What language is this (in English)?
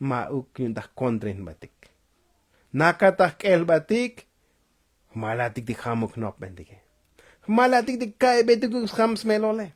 Tzotzil